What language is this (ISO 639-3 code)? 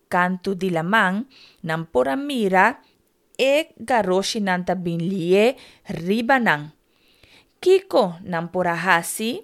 pap